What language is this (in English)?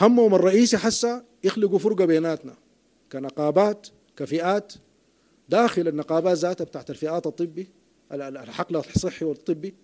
Sudanese Arabic